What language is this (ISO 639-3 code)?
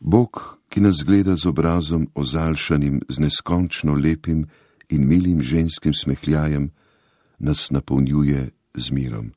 slv